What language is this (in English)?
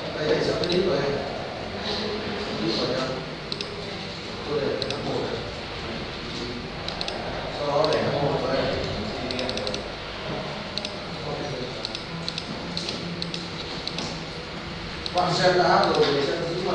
Vietnamese